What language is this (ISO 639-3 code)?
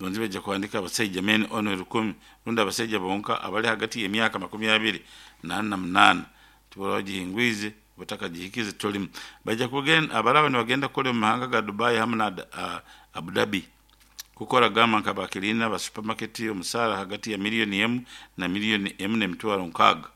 nyo